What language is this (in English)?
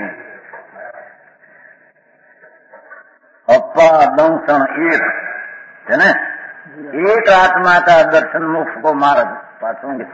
Gujarati